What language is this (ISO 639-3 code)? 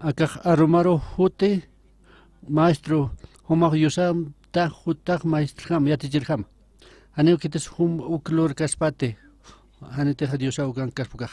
aym